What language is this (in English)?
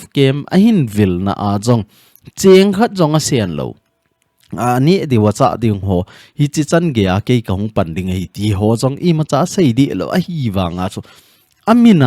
Thado Chin